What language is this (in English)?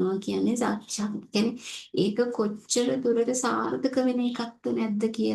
Sinhala